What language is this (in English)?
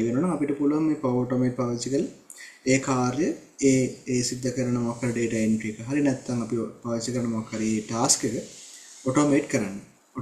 Sinhala